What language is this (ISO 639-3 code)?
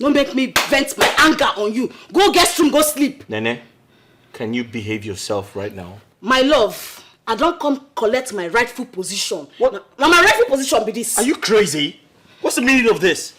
pcm